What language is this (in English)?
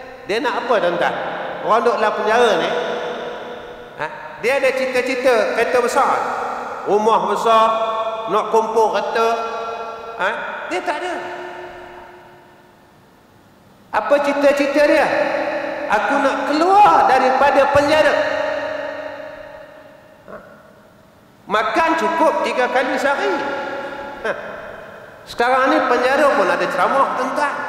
Malay